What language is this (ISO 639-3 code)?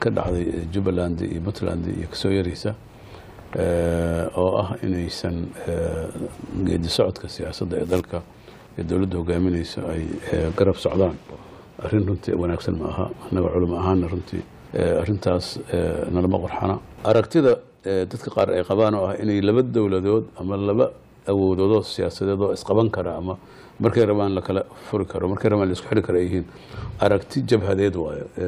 som